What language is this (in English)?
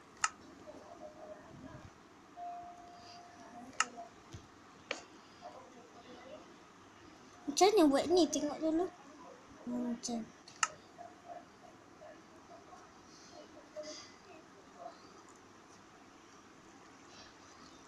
Malay